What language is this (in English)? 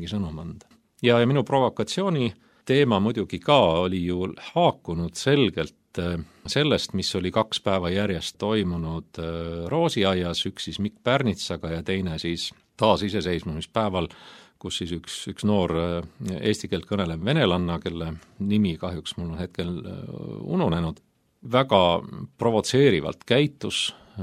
Estonian